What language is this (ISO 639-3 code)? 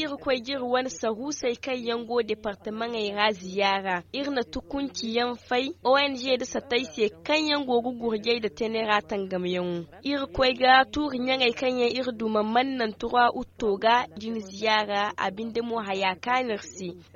dje